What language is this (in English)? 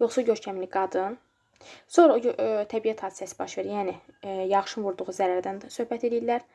Azerbaijani